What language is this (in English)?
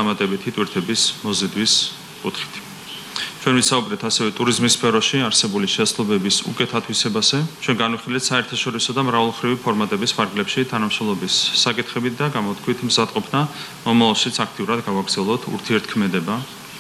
Georgian